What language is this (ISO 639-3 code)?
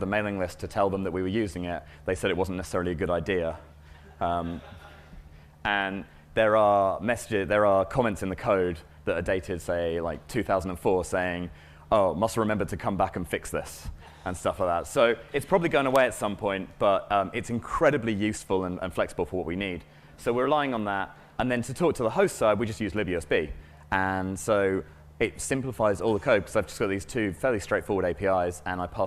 eng